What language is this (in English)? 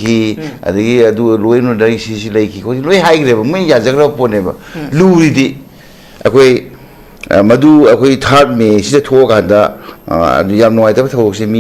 Manipuri